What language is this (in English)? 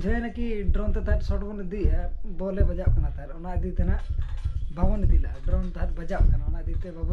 Santali